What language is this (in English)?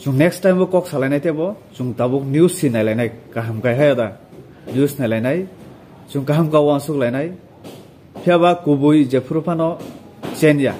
Kok Borok